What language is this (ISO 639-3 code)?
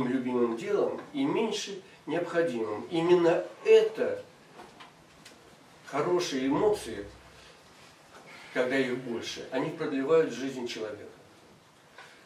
rus